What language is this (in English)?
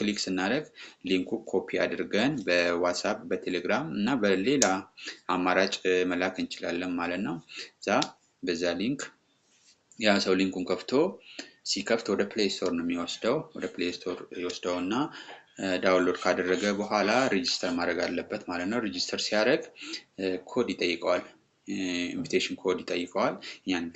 Amharic